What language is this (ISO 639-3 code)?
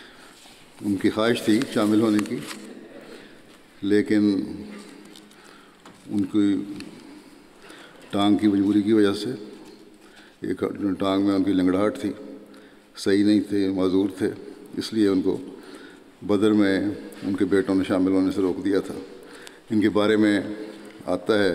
urd